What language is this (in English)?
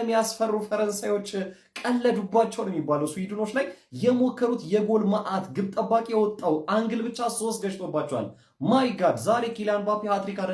Amharic